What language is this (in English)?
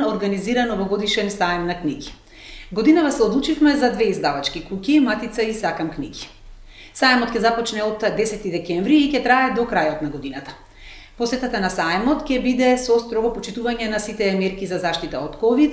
Macedonian